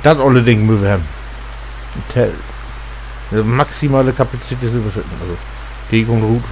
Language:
Low German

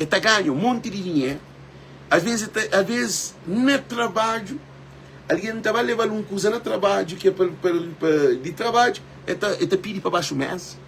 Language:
Kabuverdianu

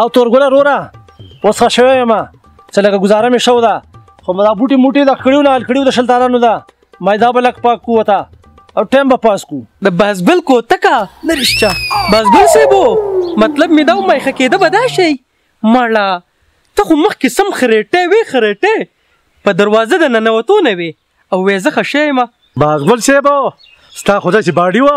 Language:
Pashto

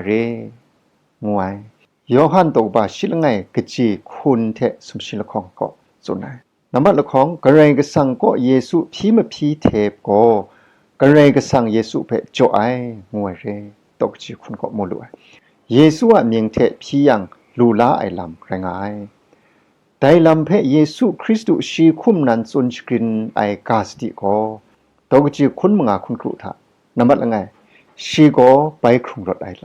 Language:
Kachin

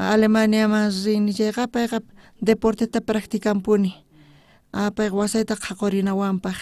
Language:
South Bolivian Quechua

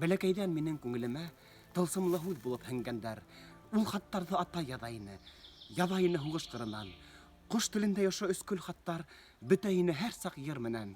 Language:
Bashkir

